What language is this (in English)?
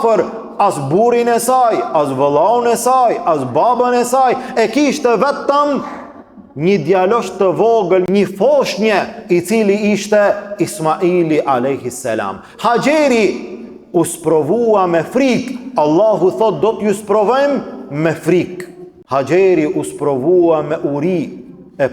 Albanian